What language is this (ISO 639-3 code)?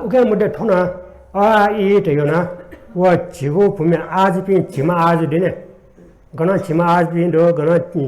new